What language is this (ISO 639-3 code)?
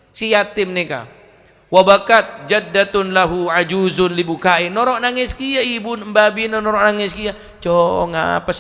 mad